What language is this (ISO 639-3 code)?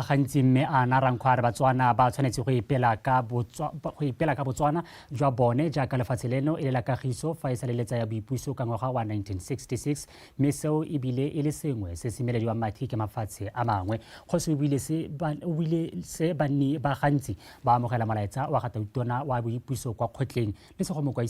tsn